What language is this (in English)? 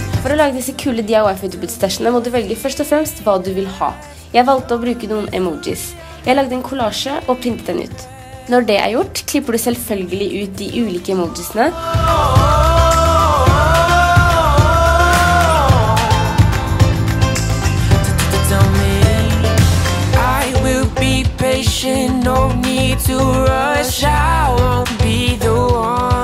Norwegian